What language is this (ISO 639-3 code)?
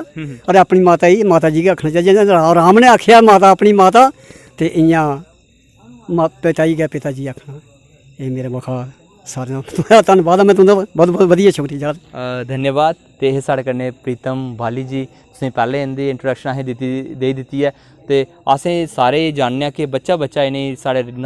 doi